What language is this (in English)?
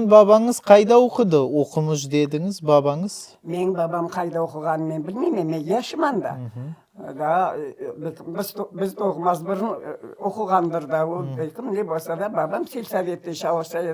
Crimean Tatar